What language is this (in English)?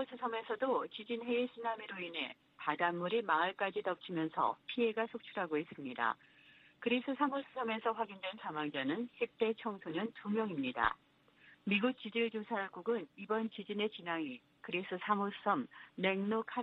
Korean